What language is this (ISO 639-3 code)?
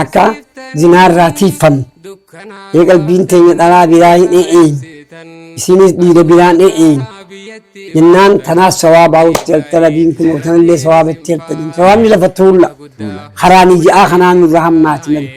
orm